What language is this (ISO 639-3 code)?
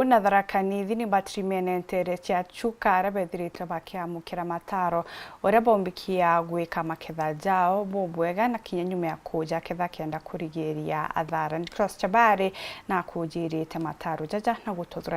mer